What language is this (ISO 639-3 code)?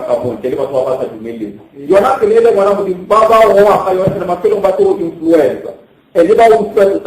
nso